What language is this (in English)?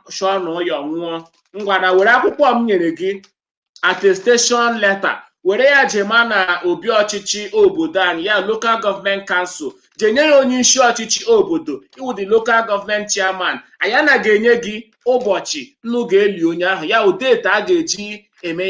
Igbo